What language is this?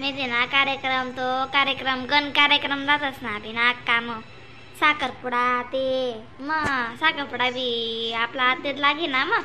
Khandesi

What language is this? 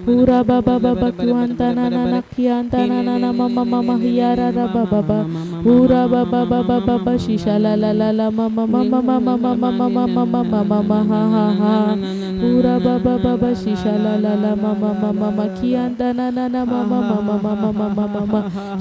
Tem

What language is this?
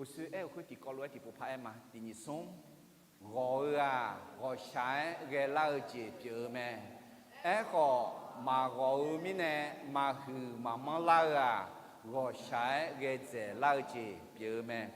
Akha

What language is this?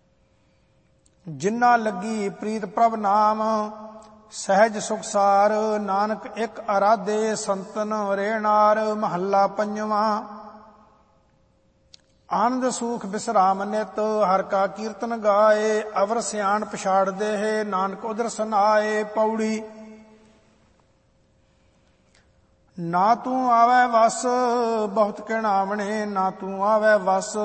Punjabi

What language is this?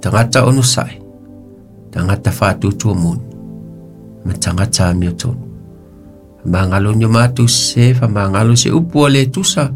Samoan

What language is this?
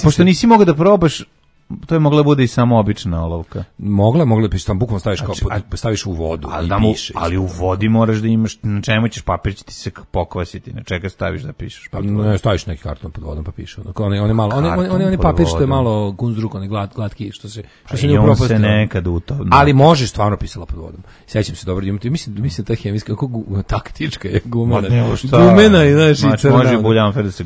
Serbian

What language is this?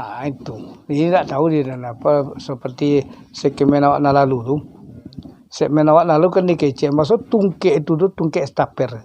Minangkabau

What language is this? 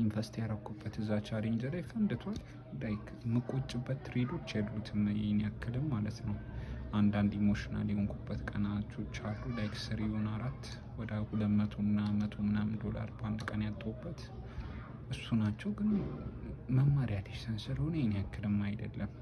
Amharic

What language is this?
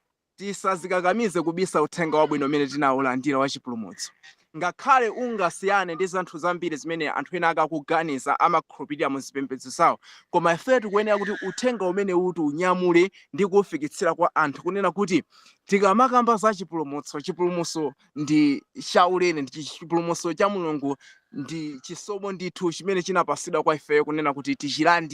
Nyanja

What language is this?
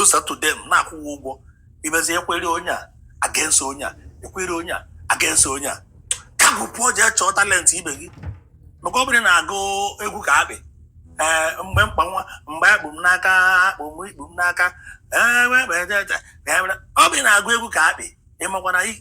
Igbo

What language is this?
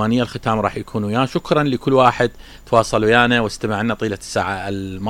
Mesopotamian Arabic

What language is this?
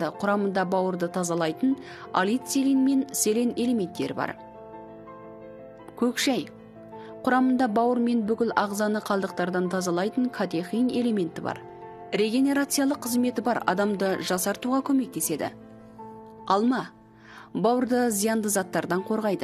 Kazakh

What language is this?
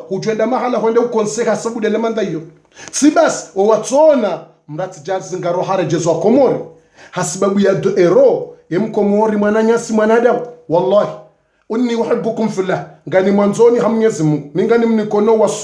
Ngazidja Comorian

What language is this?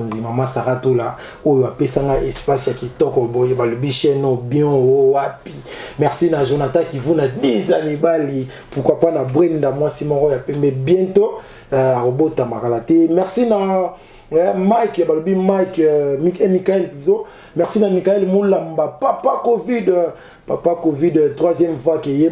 Lingala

